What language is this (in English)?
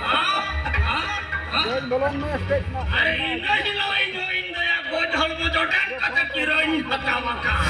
Santali